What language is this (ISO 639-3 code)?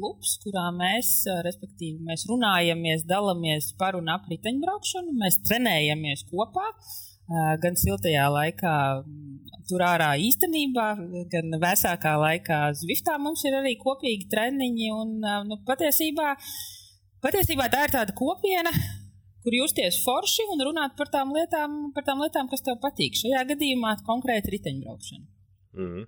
lav